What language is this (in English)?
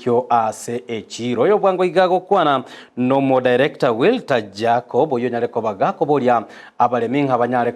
Gusii